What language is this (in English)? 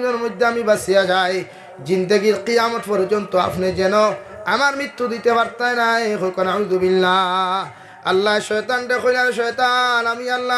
Sylheti